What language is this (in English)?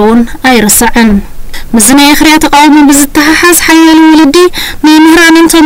Tigrinya